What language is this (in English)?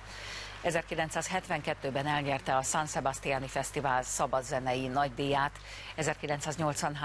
Hungarian